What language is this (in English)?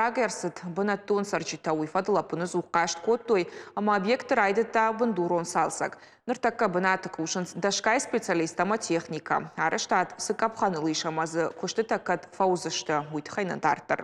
Ossetic